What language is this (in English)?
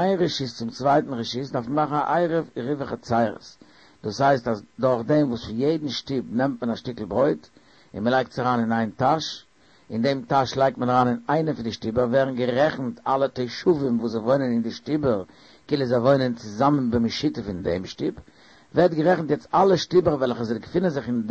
Yiddish